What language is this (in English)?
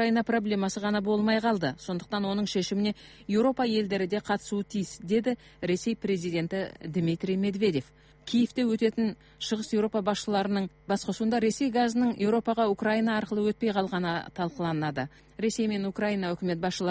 Kazakh